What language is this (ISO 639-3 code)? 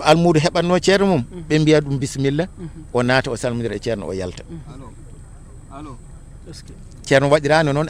ful